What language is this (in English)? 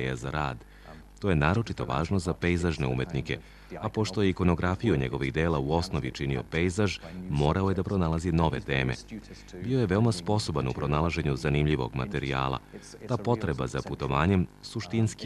Serbian